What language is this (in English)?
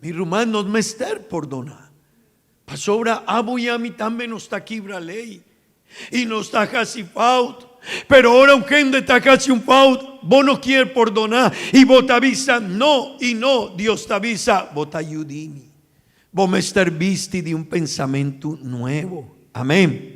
Papiamento